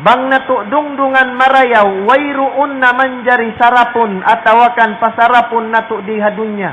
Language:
Tausug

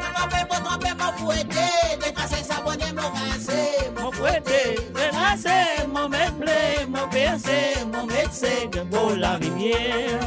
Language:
Morisyen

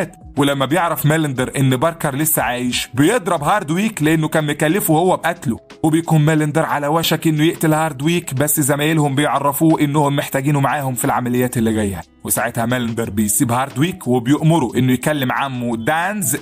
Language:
Egyptian Arabic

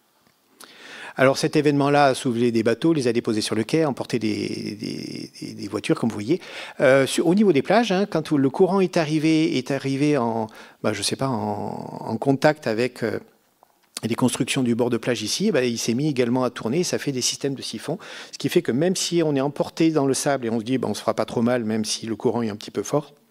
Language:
French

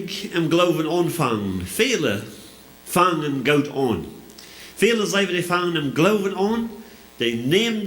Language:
Plautdietsch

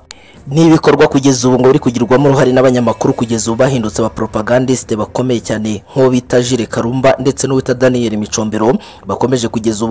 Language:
Kinyarwanda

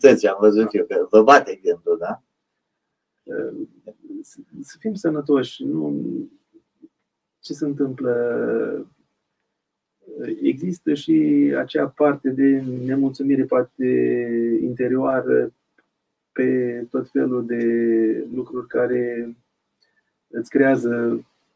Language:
Romanian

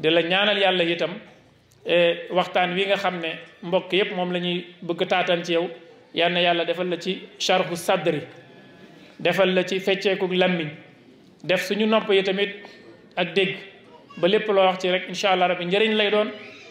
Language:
Wolof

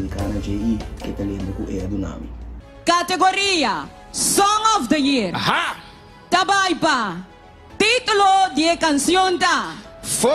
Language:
Papiamento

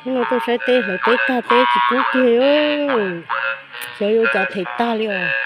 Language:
Hmong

